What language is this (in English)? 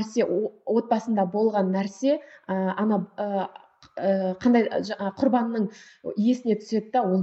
Kazakh